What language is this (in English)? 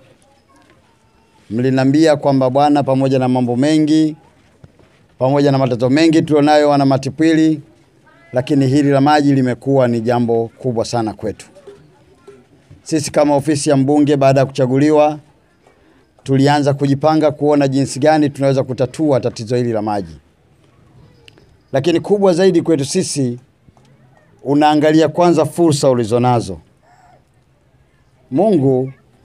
Swahili